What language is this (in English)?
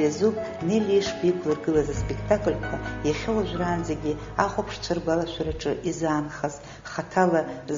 Abkhazian